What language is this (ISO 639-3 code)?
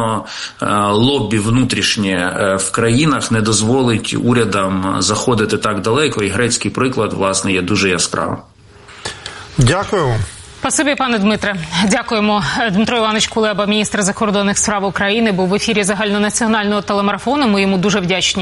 ukr